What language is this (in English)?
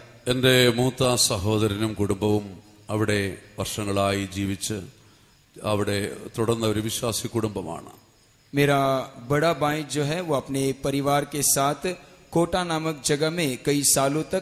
Malayalam